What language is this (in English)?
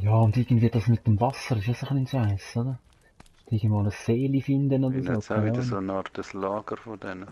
Swiss German